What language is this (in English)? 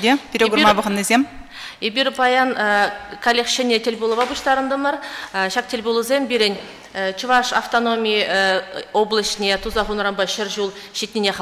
Chuvash